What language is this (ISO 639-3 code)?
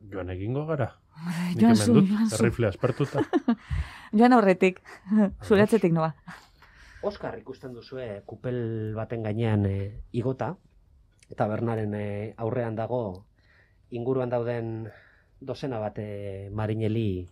eus